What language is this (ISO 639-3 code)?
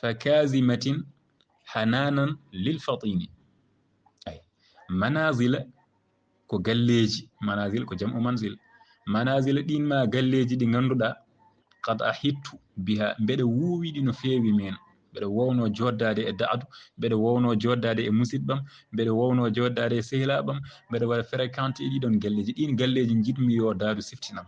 ful